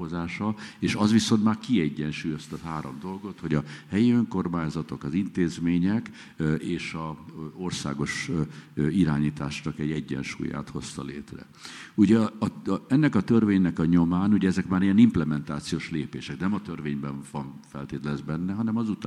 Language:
Hungarian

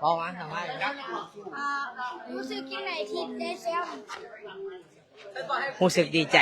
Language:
Lao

